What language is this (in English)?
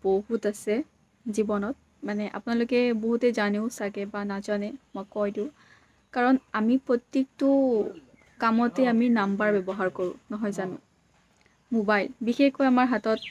Assamese